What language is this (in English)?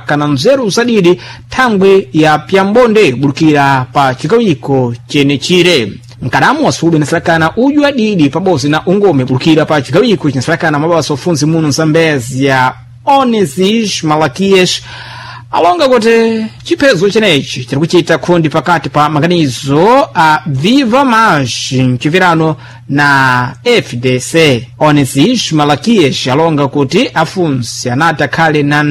Sena